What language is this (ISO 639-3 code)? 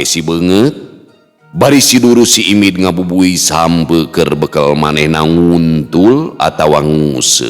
sun